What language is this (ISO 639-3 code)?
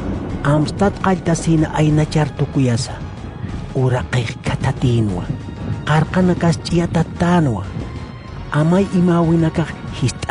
aym